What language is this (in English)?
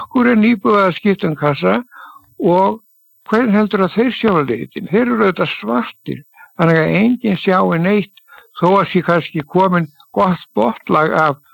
Icelandic